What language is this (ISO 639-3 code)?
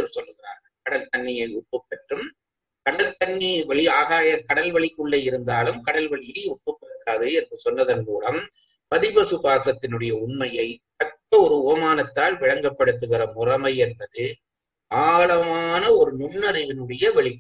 tam